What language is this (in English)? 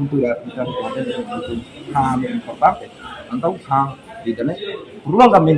Tetum